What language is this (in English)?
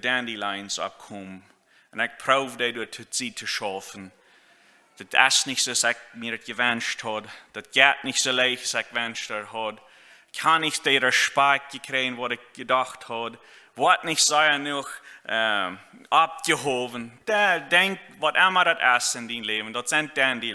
Plautdietsch